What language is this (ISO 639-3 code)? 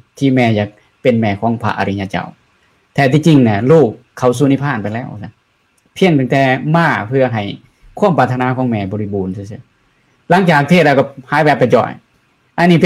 lao